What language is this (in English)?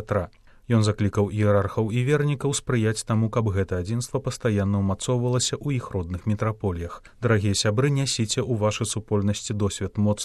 Belarusian